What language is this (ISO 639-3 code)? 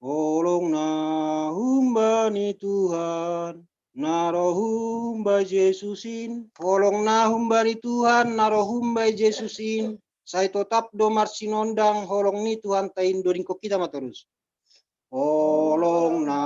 bts